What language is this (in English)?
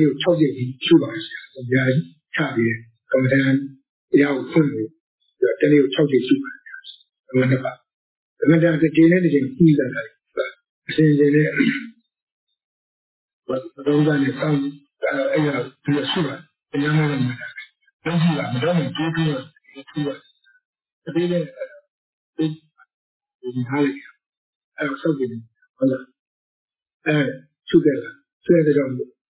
Burmese